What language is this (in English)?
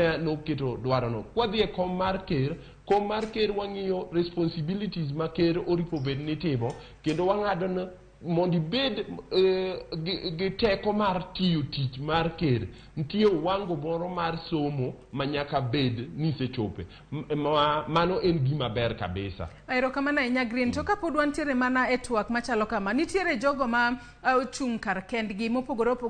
Luo (Kenya and Tanzania)